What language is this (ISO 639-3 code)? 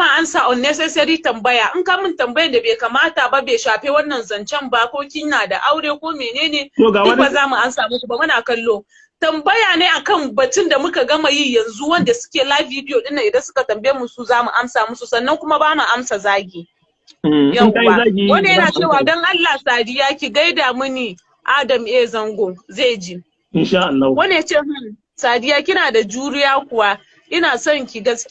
hau